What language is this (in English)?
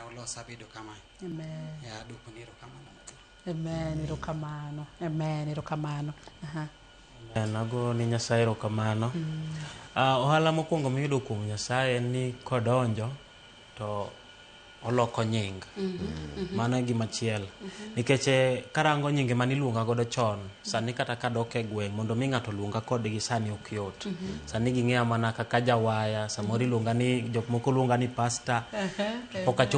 Luo (Kenya and Tanzania)